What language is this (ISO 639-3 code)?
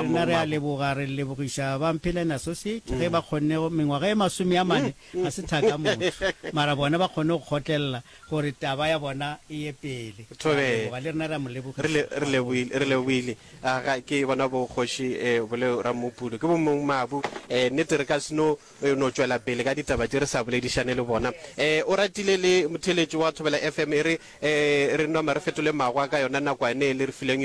nso